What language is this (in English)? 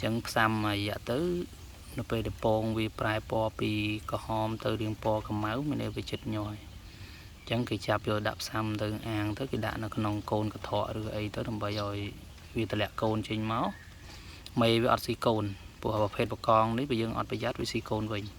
Khmer